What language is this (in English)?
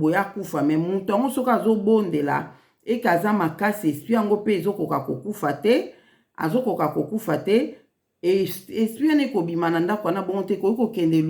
Lingala